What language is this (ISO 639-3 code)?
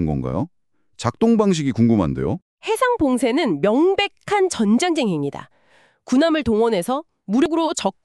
kor